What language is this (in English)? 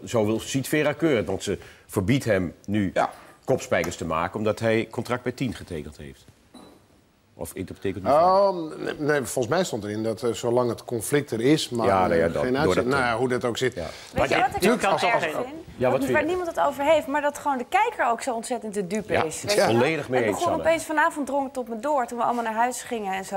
Dutch